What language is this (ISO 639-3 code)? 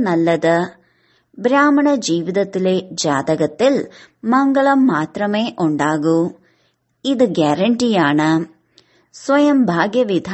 mal